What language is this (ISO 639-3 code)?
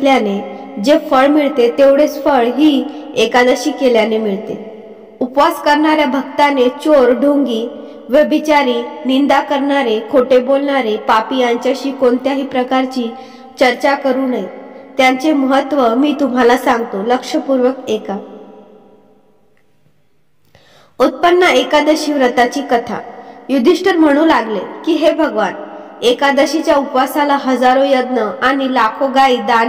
mar